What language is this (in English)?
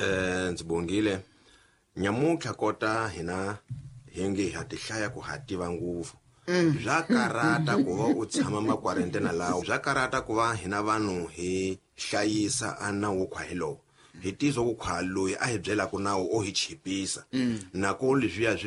Tsonga